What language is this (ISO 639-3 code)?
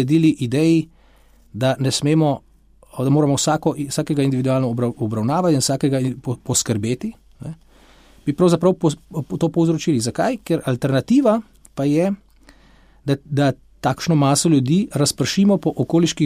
slv